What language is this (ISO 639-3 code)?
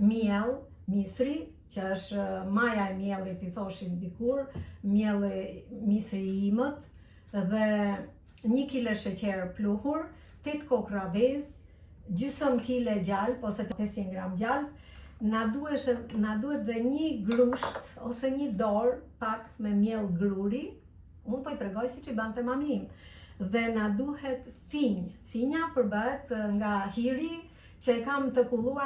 sqi